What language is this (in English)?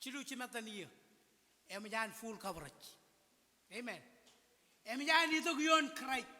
Marshallese